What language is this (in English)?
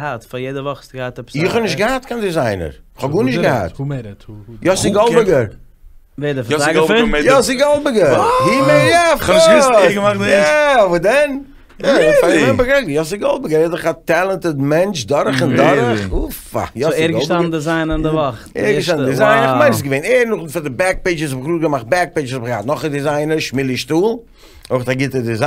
Yiddish